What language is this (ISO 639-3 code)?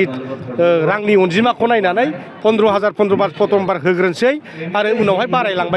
brx